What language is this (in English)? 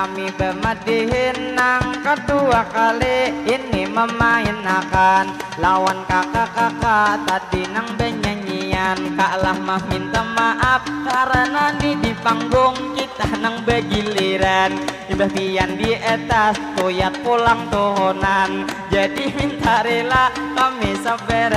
Banjar